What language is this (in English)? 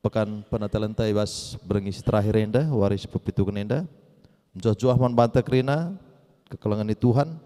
Batak Karo